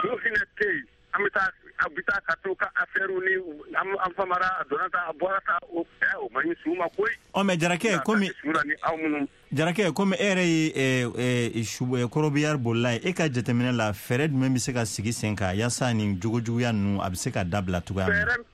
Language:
Bambara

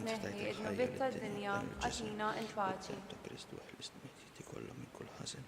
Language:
Maltese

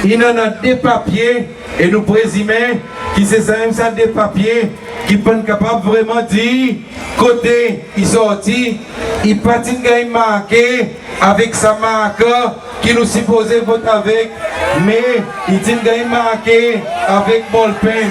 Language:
Seselwa Creole French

